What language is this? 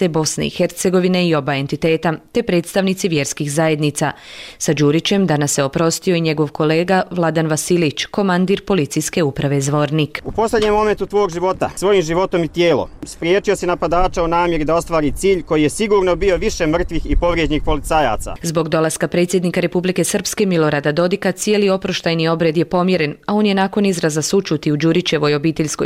Bosnian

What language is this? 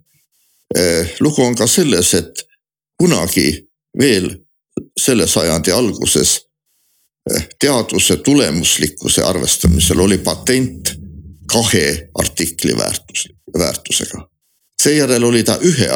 Estonian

